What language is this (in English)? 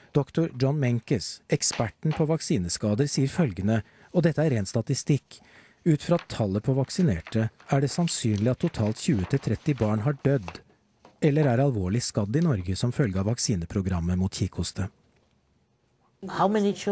Norwegian